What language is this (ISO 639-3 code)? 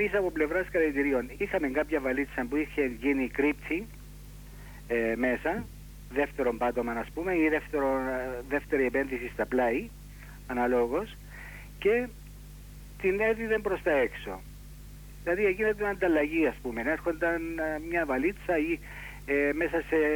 ell